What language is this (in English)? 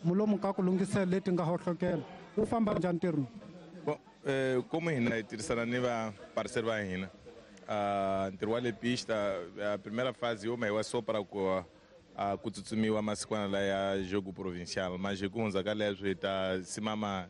Tsonga